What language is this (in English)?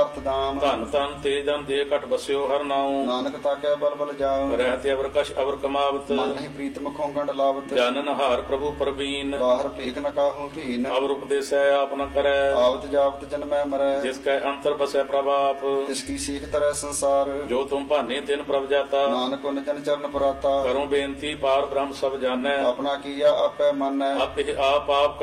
Punjabi